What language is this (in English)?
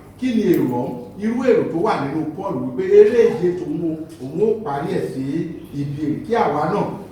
Yoruba